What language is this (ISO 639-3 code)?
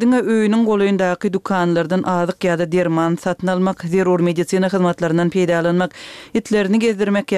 tuk